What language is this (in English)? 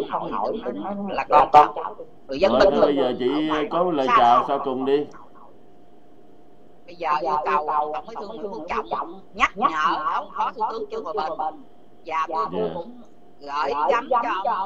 Vietnamese